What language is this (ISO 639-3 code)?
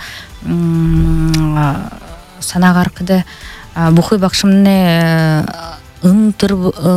bua